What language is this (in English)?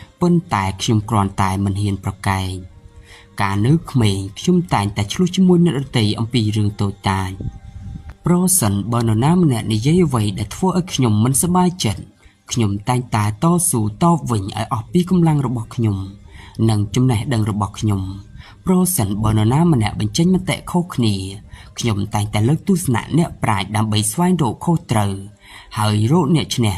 Khmer